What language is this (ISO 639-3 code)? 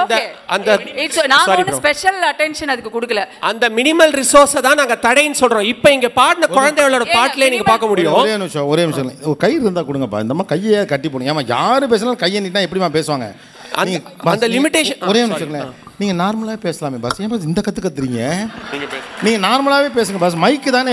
tam